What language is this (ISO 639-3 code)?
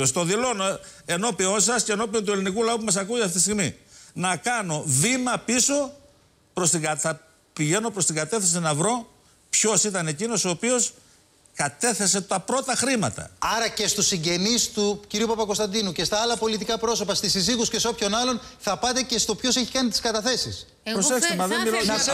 ell